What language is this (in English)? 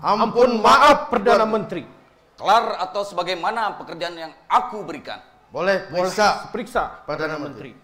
Banjar